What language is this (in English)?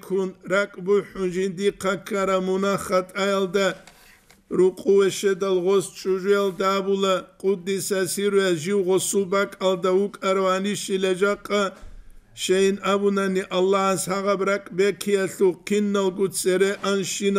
Avaric